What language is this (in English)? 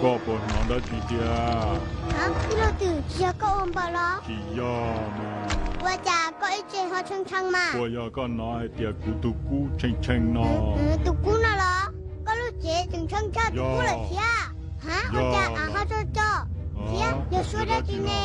Hmong